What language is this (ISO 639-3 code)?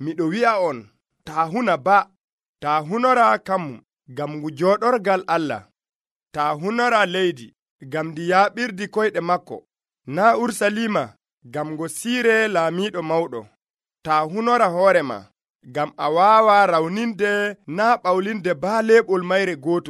fuv